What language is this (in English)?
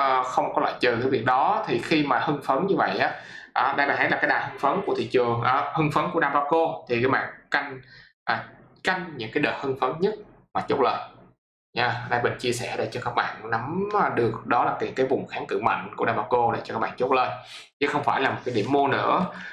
Vietnamese